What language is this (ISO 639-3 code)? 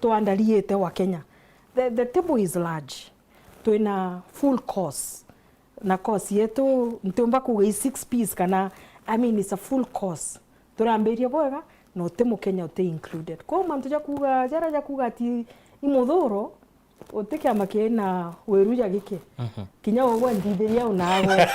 mer